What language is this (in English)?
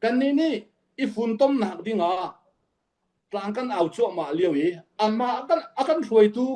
Hakha Chin